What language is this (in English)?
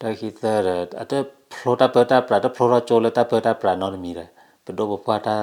S'gaw Karen